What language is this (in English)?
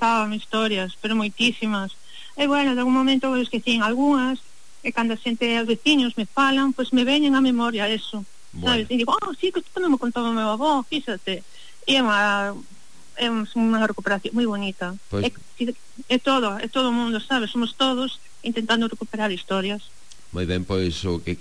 Galician